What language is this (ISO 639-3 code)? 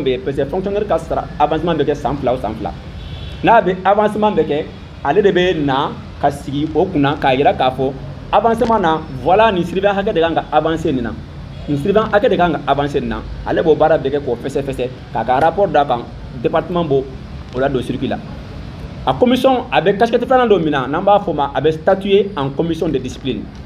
bam